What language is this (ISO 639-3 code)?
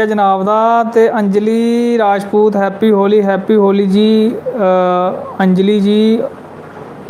doi